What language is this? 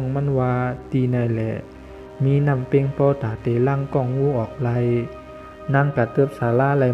Shan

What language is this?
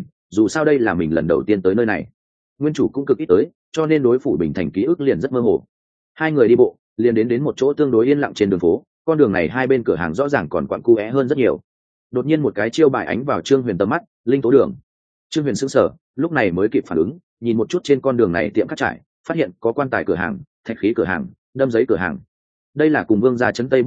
Vietnamese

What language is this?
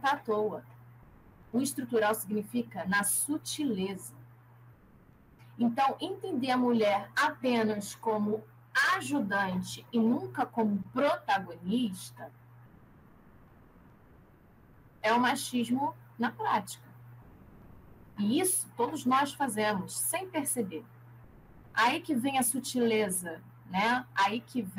Portuguese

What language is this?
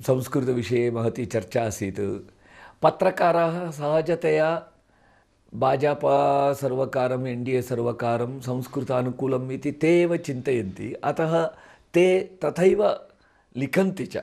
Sanskrit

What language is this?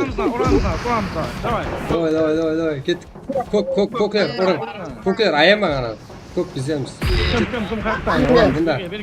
Kara-Kalpak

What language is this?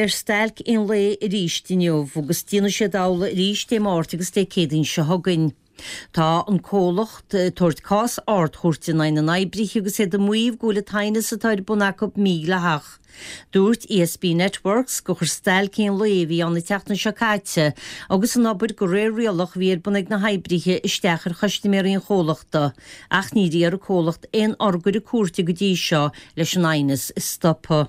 Irish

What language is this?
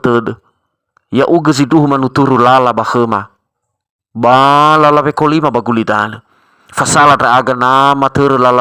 Nias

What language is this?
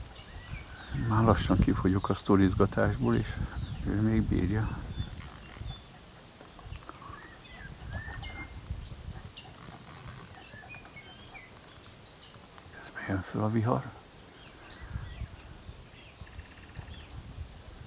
Hungarian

